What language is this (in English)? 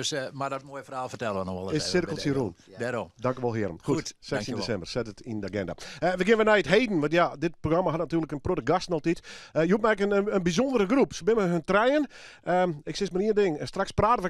Western Frisian